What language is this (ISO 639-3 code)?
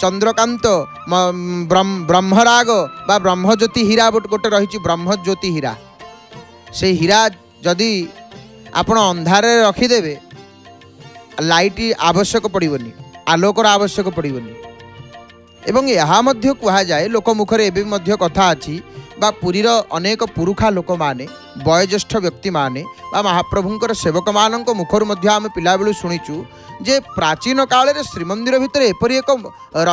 ori